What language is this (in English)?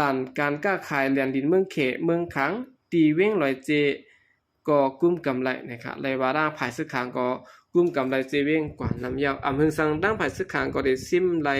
Shan